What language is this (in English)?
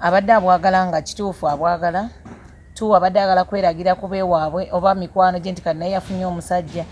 Ganda